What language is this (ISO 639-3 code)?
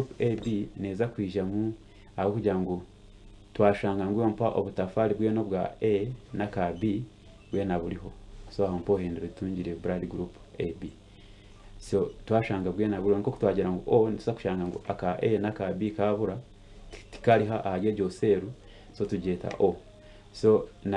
nyn